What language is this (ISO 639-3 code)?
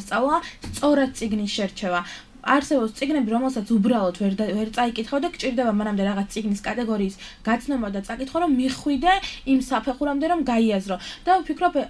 kat